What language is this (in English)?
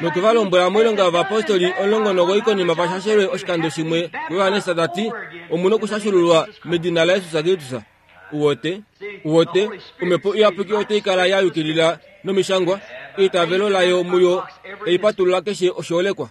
Kuanyama